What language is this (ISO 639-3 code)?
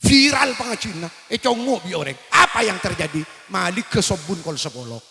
mad